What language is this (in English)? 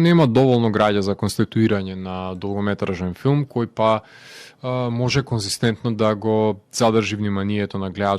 Macedonian